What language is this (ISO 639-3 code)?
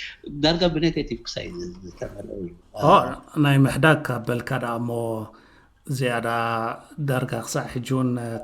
tir